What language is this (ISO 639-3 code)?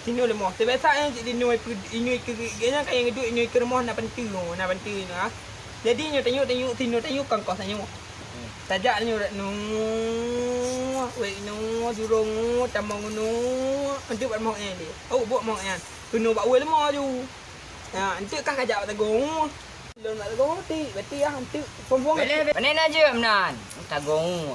ace